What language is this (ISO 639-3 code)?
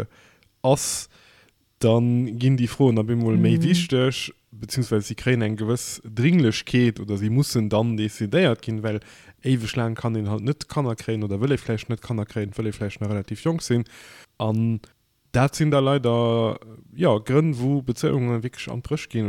ltz